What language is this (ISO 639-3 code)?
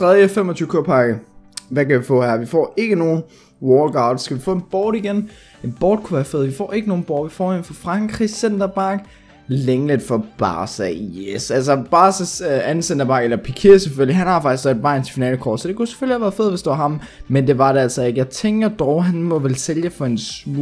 dan